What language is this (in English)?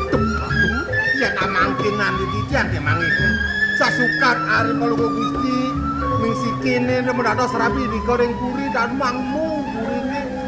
Balinese